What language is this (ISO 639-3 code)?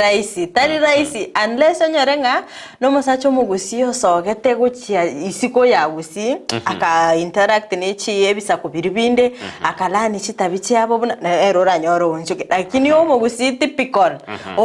guz